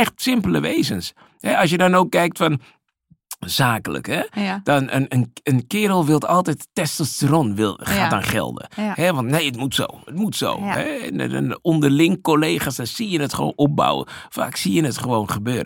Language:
Dutch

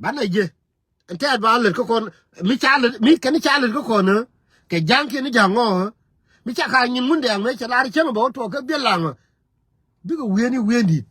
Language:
Nuer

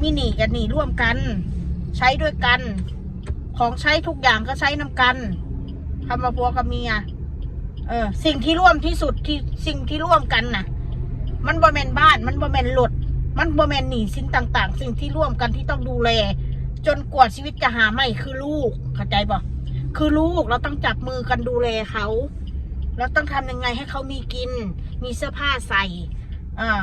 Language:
Northeastern Thai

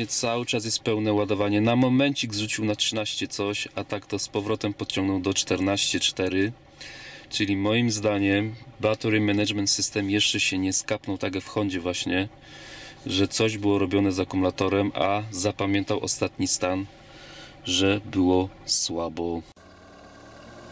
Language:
Polish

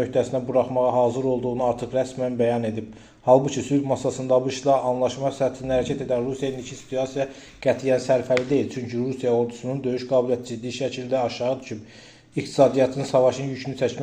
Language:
Azerbaijani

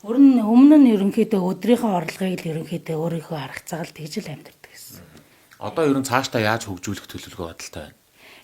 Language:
Mongolian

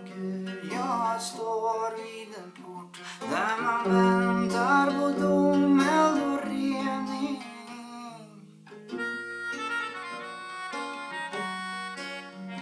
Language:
Swedish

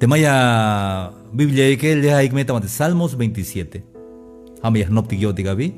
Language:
Tzeltal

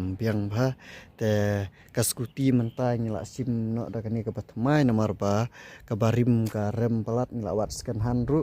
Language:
Khasi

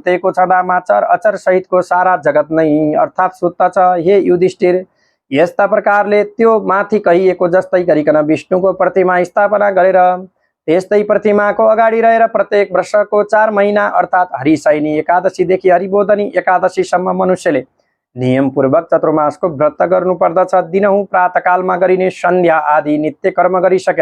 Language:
Nepali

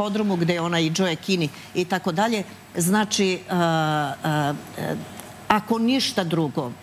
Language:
Serbian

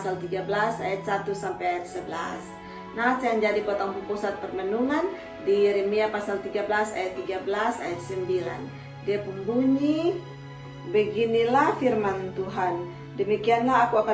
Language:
Kupang Malay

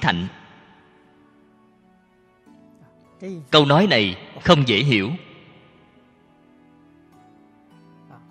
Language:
Vietnamese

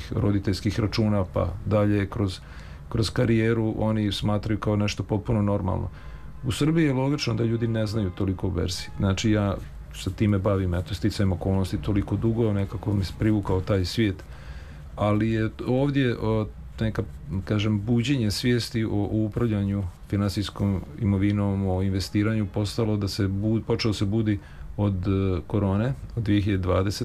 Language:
Serbian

